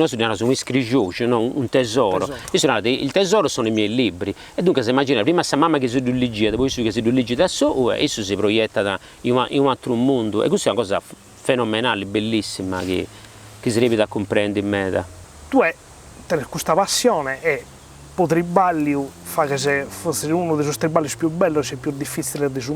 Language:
Sardinian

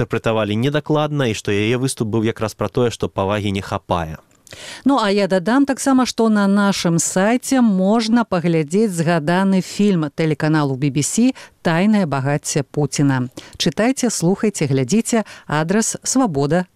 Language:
Belarusian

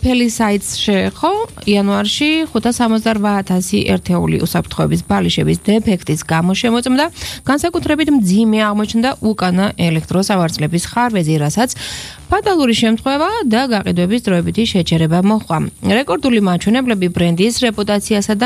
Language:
Georgian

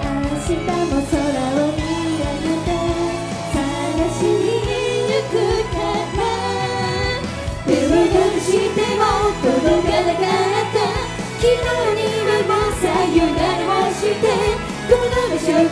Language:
Japanese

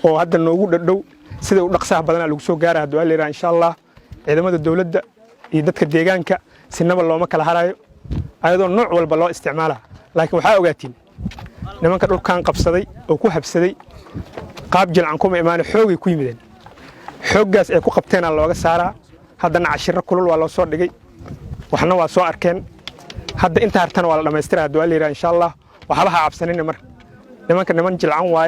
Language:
Somali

